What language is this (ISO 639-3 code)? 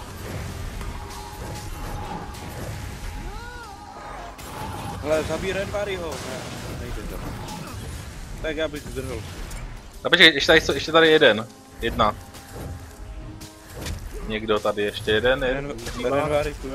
ces